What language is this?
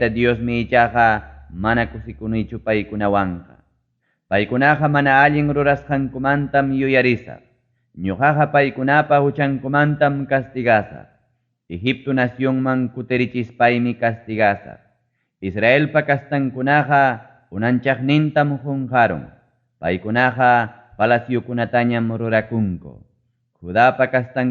Ayacucho Quechua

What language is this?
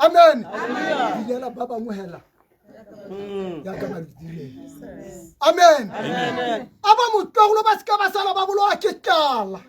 Tswana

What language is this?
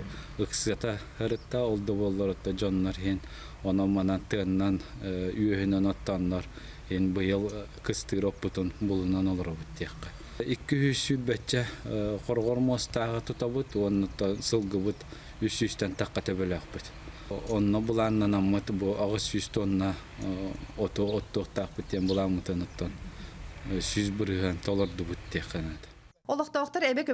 Yakut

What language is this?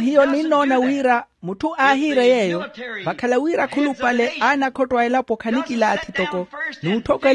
Makhuwa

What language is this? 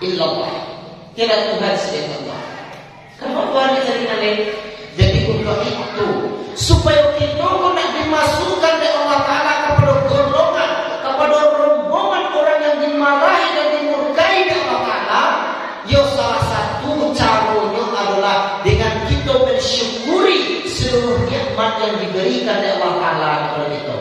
Minangkabau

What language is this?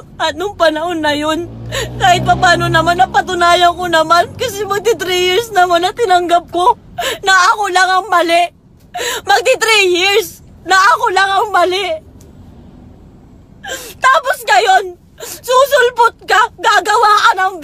Filipino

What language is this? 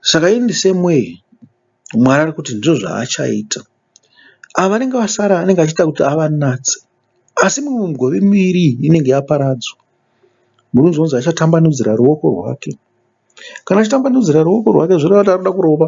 Shona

